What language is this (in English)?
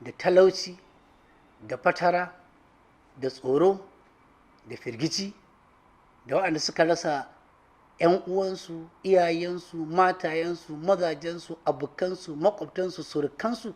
Hausa